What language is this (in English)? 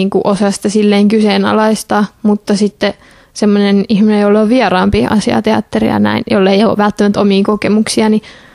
Finnish